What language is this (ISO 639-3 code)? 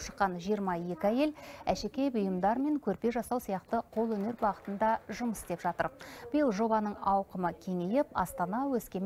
kaz